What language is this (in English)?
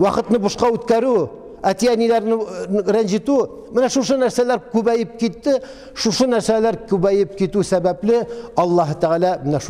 Tatar